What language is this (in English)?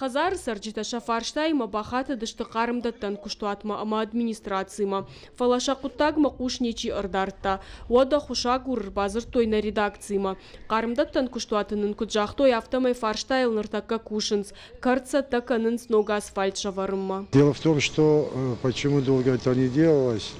Ossetic